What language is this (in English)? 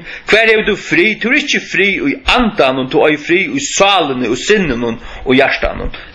Faroese